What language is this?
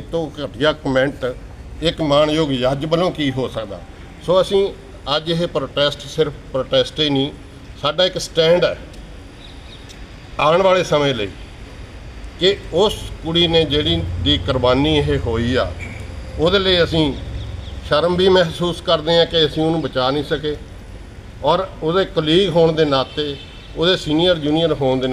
Punjabi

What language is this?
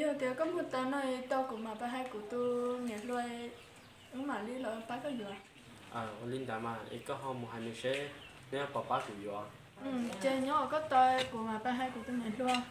Hmong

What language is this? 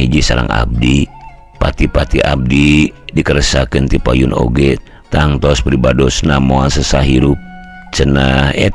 Sundanese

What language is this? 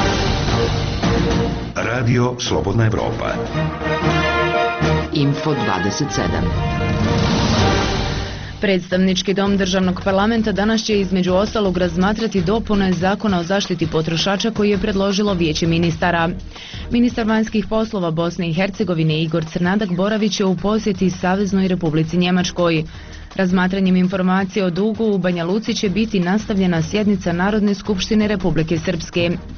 Bosnian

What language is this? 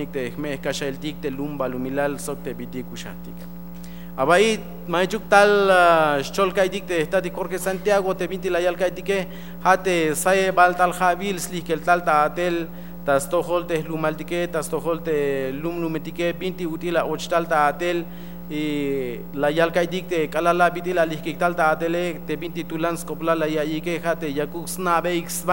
Tzeltal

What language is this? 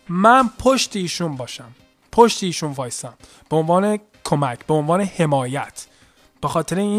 Persian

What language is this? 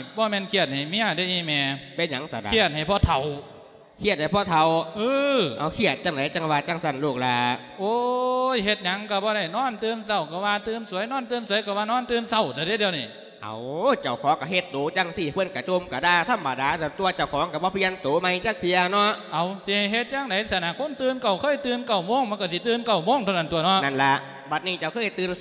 Lao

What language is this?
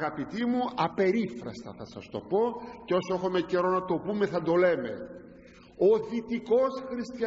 Greek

